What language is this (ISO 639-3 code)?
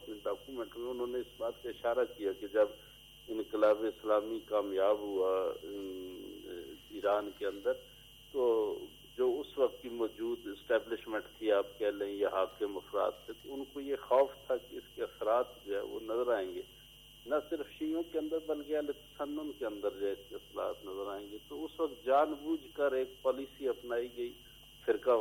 urd